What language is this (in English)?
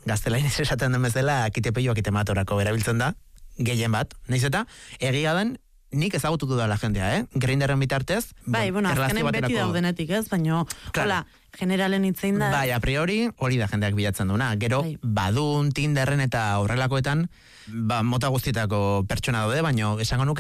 Basque